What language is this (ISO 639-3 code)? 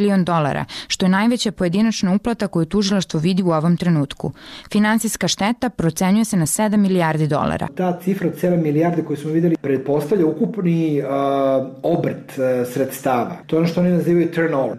srp